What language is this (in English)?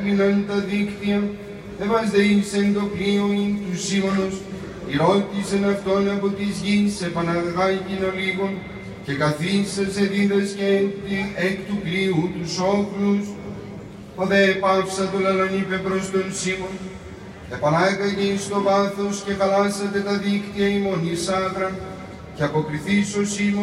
Greek